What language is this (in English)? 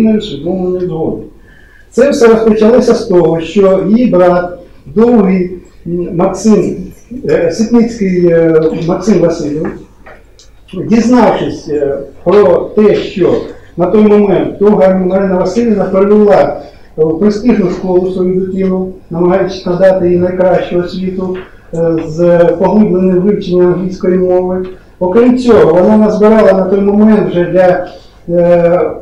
Ukrainian